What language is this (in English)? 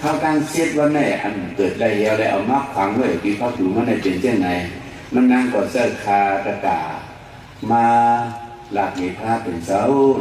Shan